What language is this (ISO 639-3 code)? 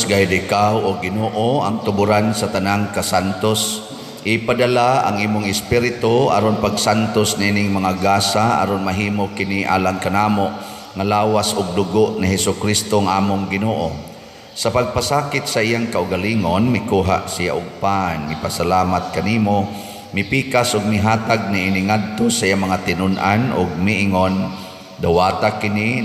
ceb